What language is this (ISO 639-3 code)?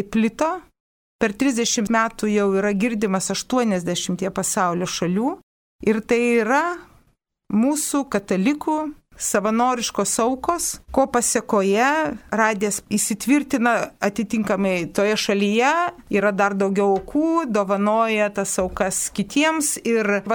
lit